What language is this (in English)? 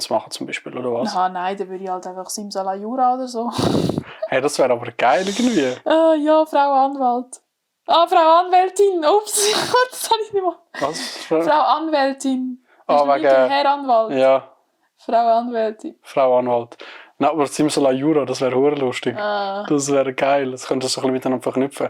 Swiss German